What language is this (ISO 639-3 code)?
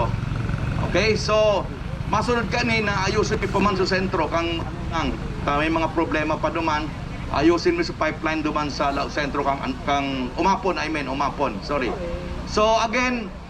bik